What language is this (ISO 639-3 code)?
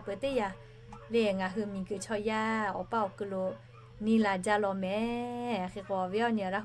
lhu